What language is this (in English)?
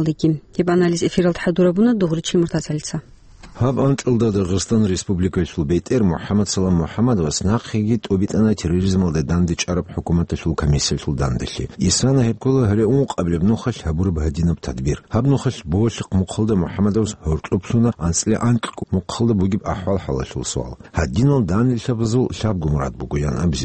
Avaric